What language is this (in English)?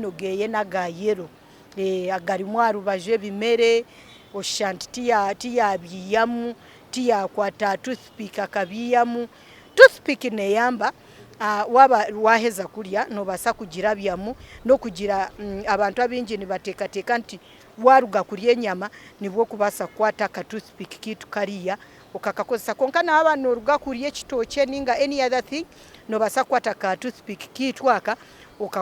Nyankole